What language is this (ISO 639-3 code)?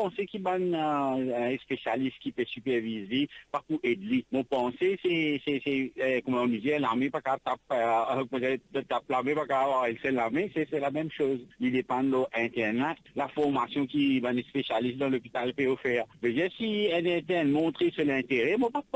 mfe